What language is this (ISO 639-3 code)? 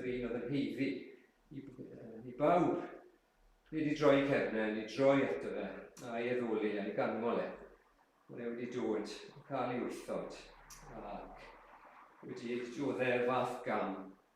cym